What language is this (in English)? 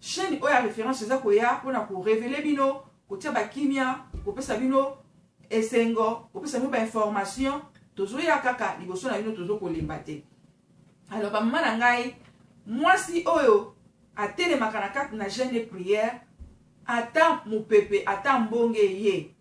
Lingala